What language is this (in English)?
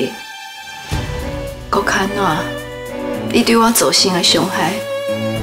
Min Nan Chinese